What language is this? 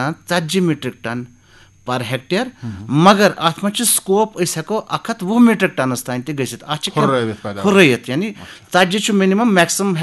Kashmiri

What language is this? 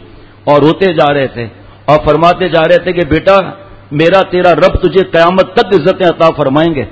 Urdu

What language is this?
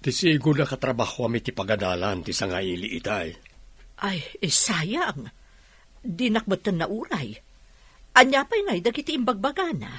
Iloko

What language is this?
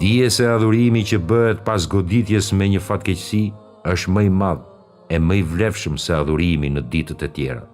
Albanian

